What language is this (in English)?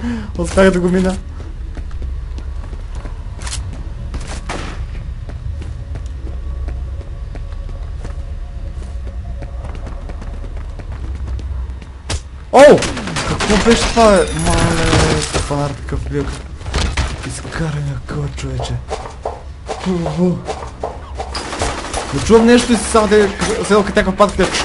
Bulgarian